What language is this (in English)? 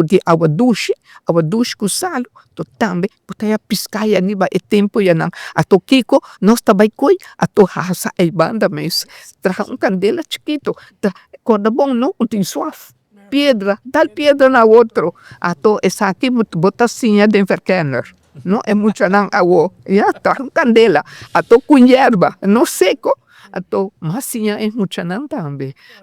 Papiamento